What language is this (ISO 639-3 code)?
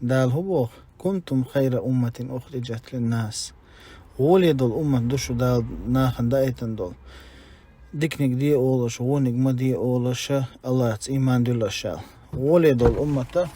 che